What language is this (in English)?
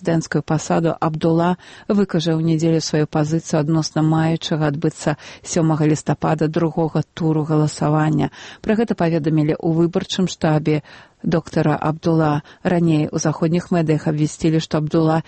Belarusian